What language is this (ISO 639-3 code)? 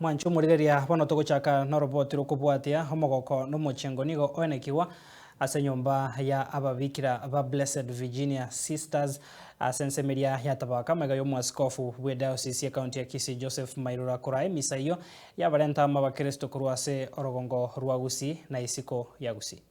guz